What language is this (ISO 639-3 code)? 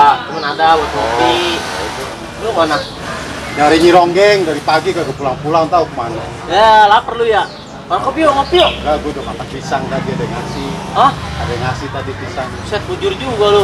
bew